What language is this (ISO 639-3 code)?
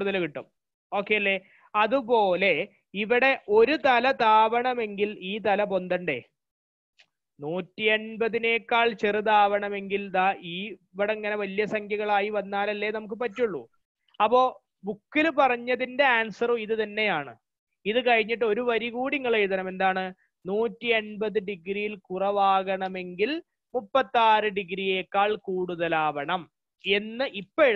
mal